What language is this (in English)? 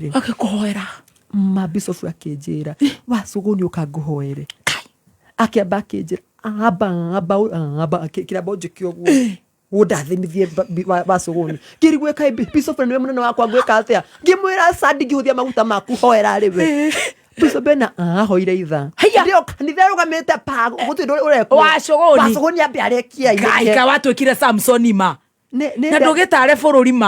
Kikuyu